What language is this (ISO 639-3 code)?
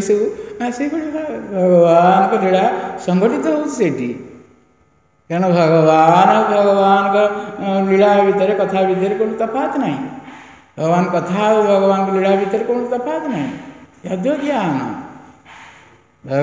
ori